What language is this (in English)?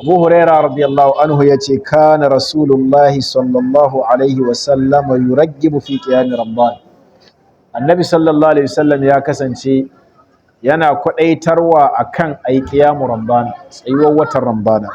Hausa